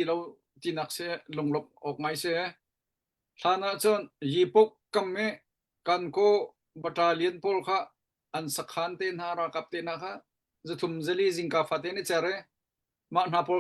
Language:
Hakha Chin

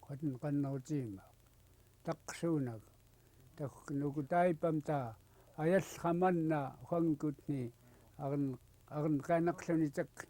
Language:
Central Yupik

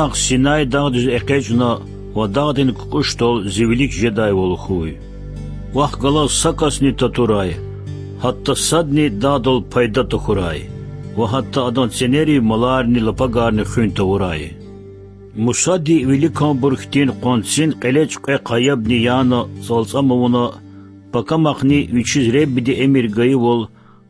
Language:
Lezghian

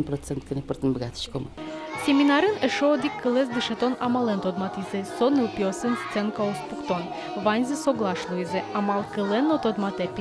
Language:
Udmurt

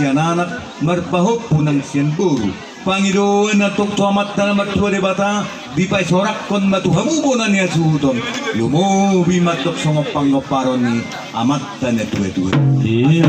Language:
Batak Toba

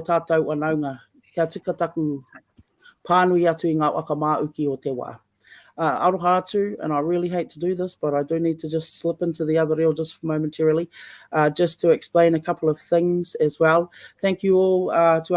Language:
Māori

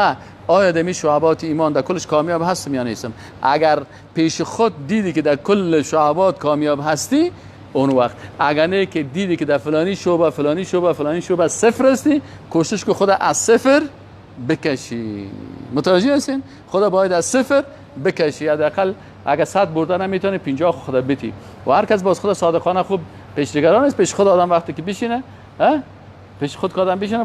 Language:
Persian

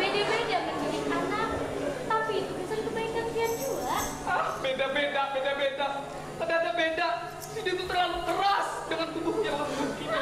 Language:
Banjar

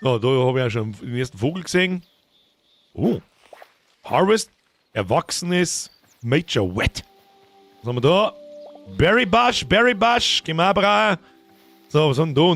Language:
Bavarian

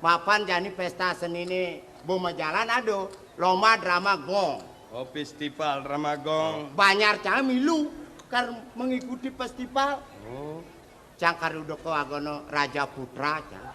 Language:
Balinese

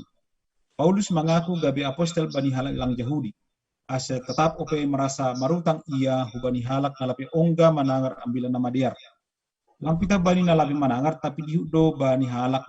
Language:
Batak Simalungun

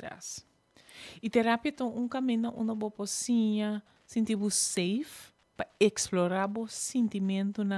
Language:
Papiamento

